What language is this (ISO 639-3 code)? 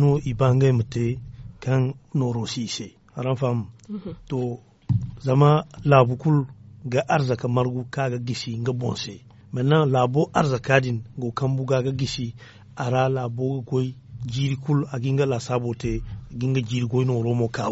dje